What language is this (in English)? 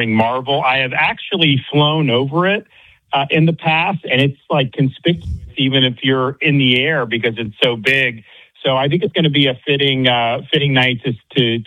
English